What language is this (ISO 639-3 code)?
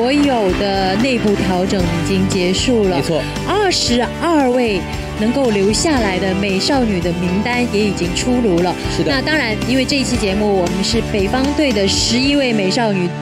zho